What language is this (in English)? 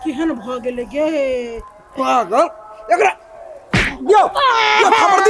Maithili